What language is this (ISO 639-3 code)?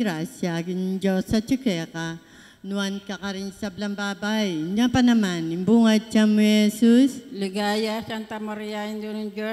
pam